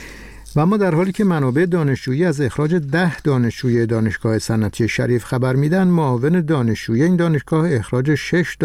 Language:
Persian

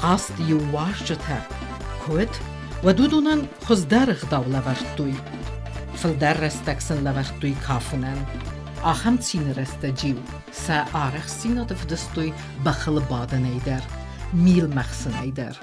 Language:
Ossetic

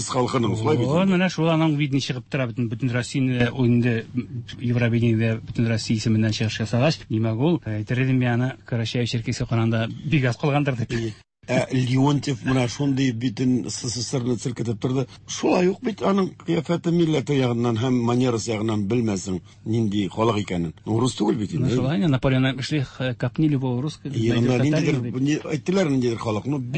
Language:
Tatar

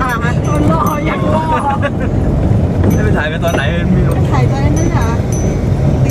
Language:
Thai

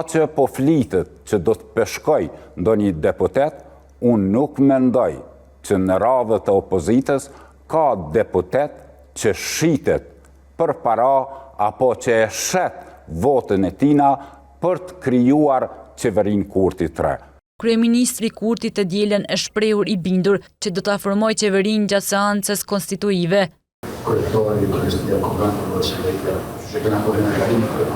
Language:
Albanian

